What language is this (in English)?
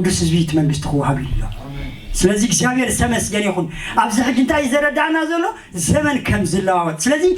Tigrinya